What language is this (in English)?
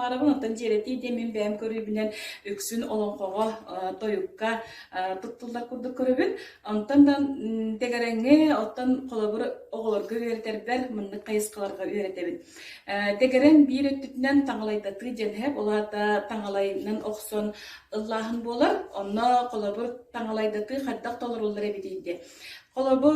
Yakut